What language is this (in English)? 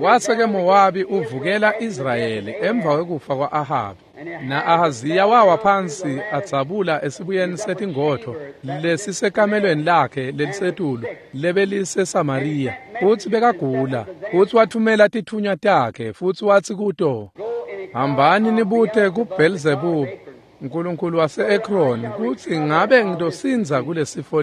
Swati